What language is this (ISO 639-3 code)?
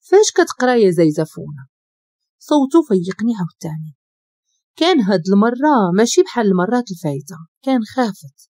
ary